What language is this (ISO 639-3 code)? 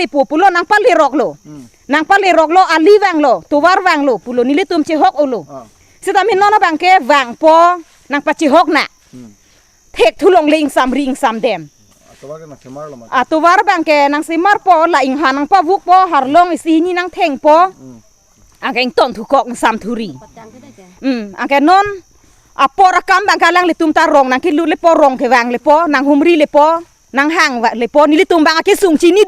mjw